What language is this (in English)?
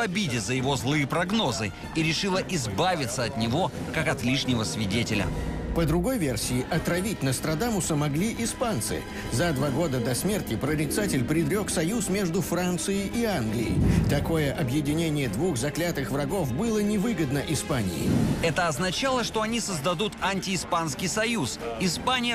Russian